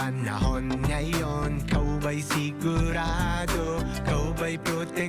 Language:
Bikol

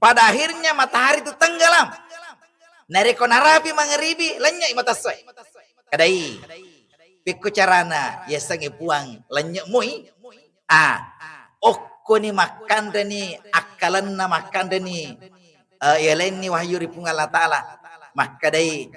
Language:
Buginese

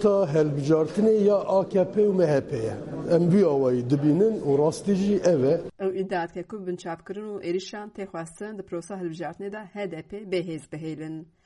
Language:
Kurdish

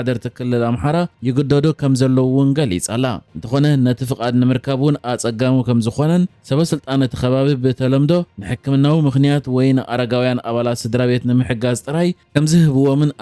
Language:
Tigrinya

